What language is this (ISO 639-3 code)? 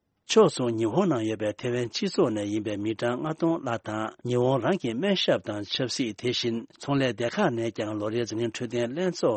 bod